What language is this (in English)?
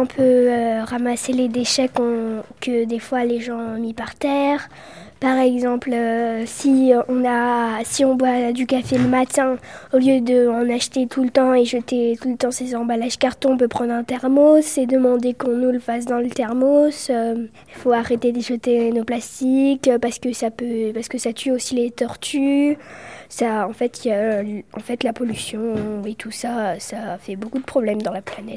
French